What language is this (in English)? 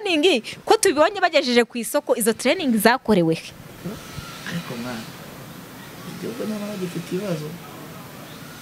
Kinyarwanda